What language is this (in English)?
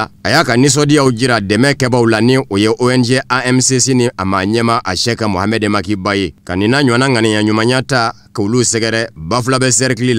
Bambara